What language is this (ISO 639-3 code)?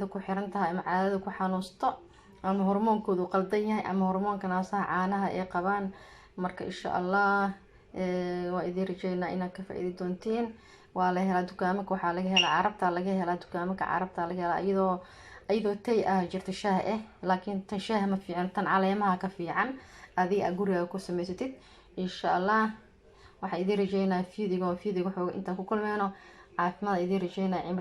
som